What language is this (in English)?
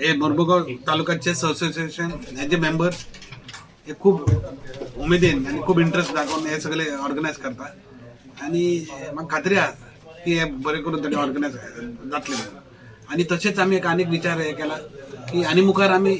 Konkani